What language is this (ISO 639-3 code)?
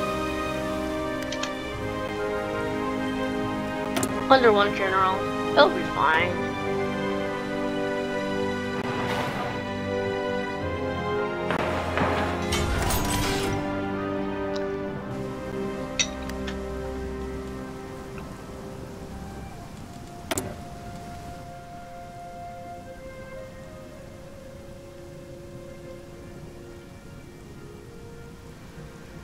eng